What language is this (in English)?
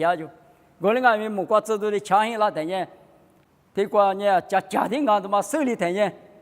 Lisu